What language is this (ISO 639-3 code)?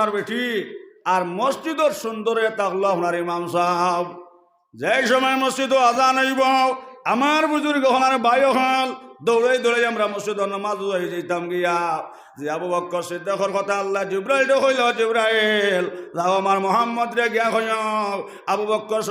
syl